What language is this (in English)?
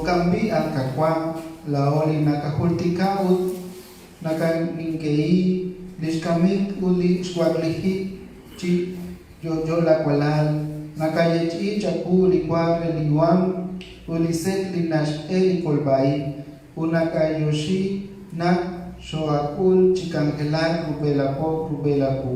Kekchí